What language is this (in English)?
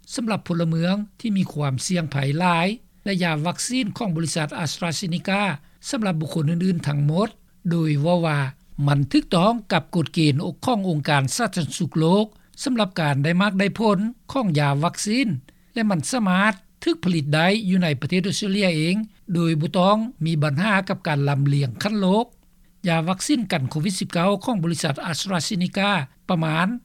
Lao